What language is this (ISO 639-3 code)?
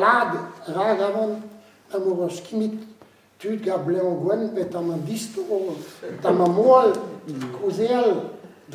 bre